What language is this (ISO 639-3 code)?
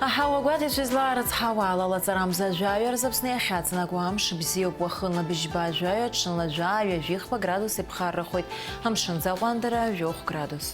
abk